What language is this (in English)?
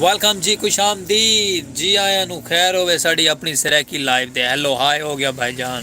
Saraiki